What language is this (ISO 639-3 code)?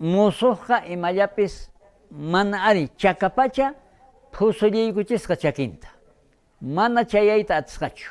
quh